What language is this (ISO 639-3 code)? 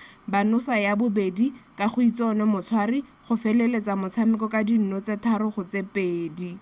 tsn